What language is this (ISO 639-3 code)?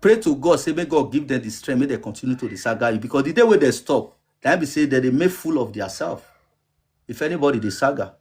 pcm